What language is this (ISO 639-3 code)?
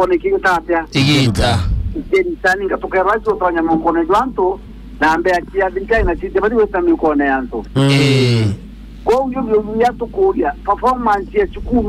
mer